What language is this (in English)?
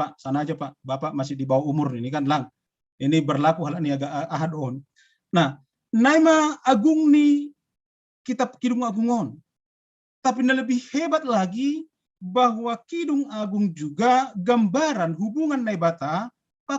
Batak Simalungun